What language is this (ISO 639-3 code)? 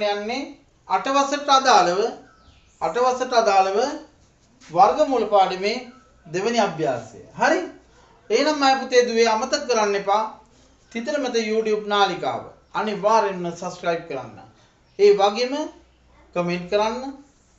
sin